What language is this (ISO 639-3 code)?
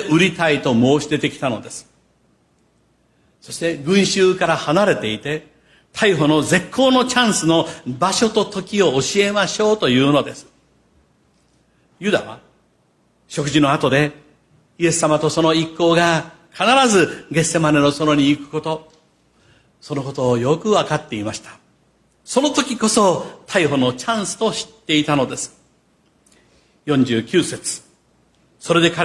jpn